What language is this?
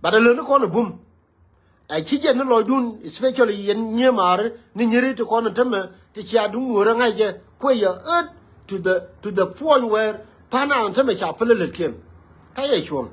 Nuer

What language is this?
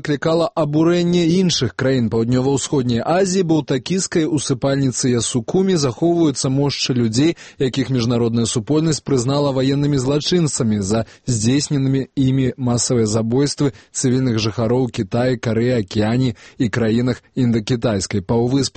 Belarusian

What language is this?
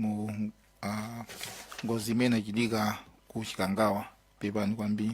Nyanja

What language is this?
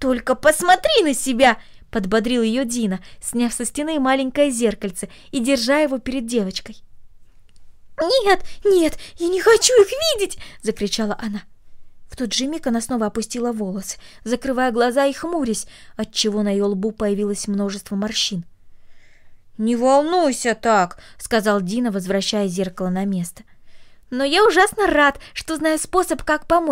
Russian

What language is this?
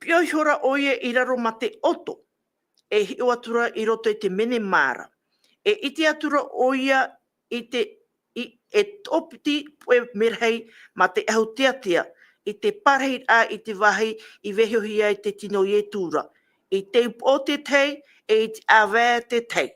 Tahitian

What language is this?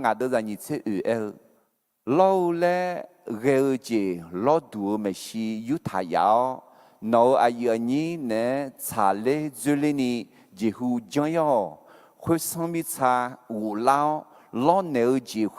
Akha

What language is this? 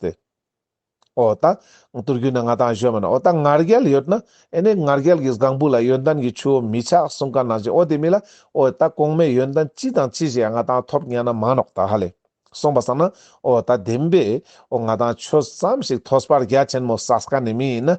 Ladakhi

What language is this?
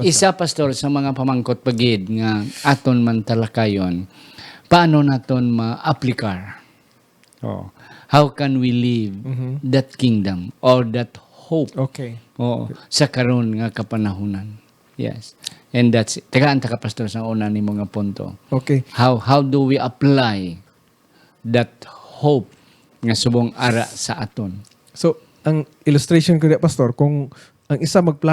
Hiligaynon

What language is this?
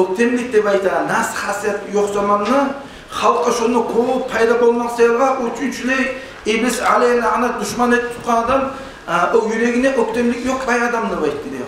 Kumyk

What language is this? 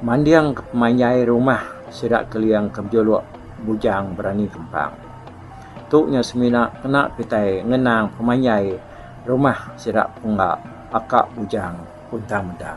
Iban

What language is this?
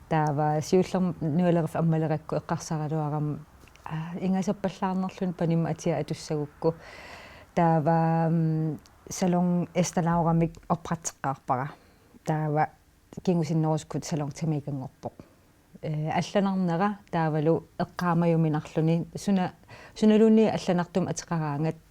Kalaallisut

